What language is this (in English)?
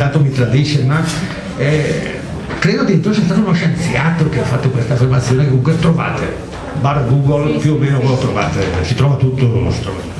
Italian